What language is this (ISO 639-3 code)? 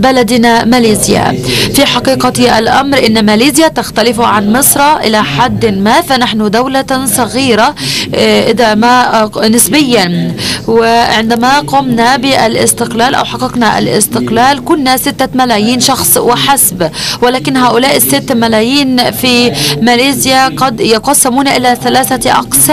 ara